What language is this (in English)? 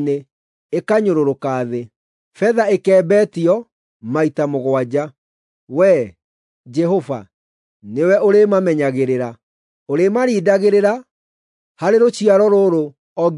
Kikuyu